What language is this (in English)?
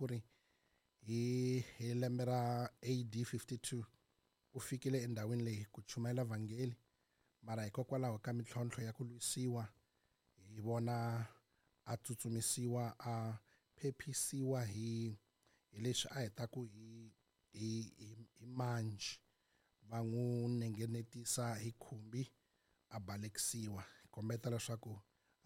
Tsonga